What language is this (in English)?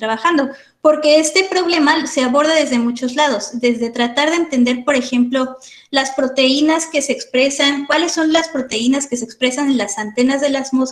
Spanish